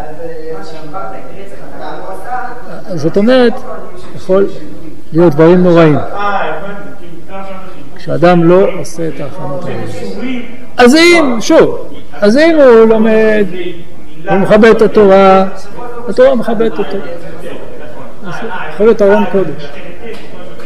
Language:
Hebrew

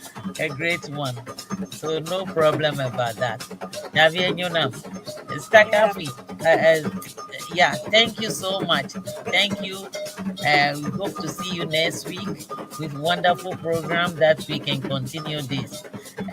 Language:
Ewe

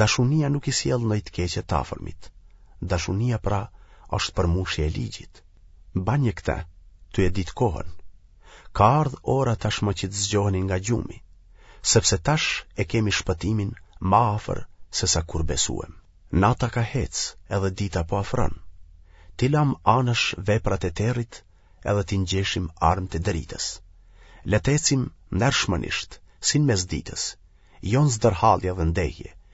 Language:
Albanian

